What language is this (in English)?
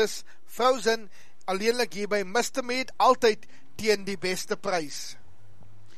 Afrikaans